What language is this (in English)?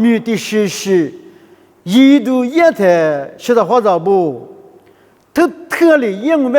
Lisu